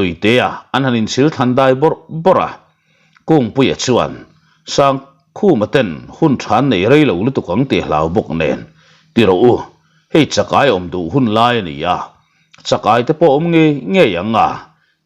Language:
Mizo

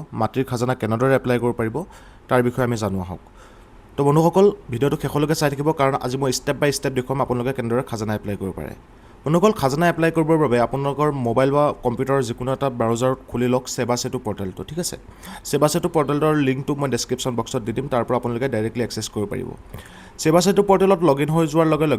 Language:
Assamese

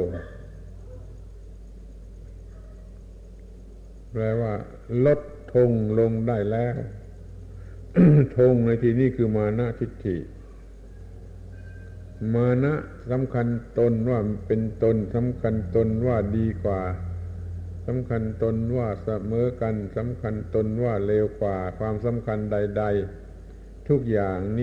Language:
Thai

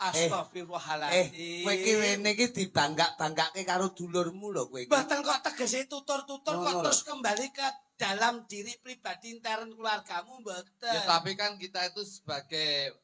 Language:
Javanese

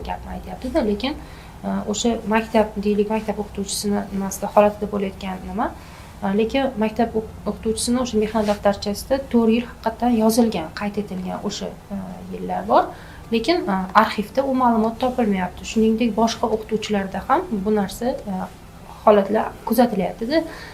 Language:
Uzbek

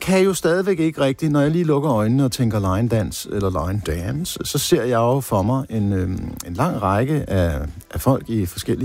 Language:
Danish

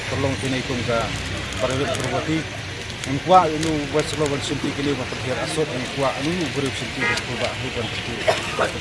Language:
Khasi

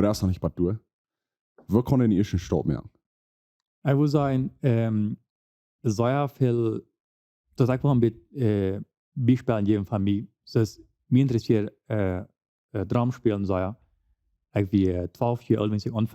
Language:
Plautdietsch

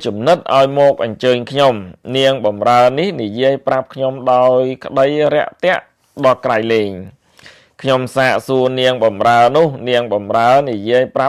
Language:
Khmer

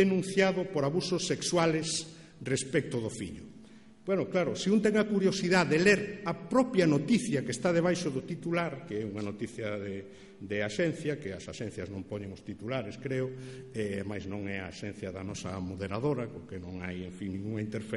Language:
Galician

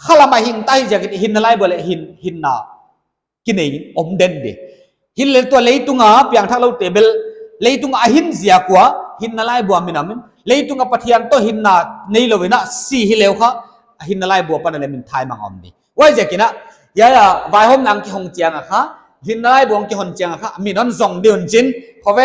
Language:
Paite Chin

